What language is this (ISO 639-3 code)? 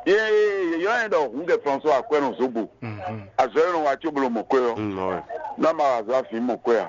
fon